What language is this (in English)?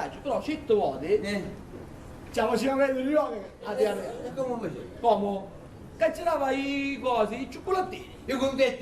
Sicilian